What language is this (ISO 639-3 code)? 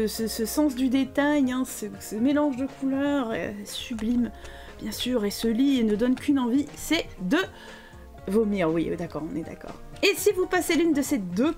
fra